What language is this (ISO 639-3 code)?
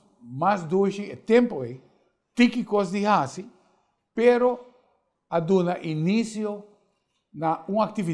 pap